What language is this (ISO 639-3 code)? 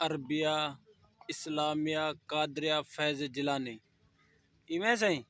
skr